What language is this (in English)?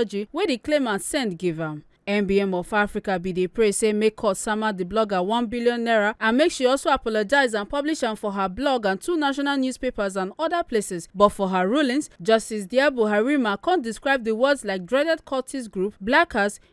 Nigerian Pidgin